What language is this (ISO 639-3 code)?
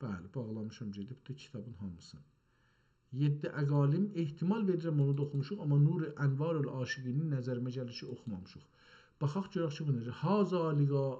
azb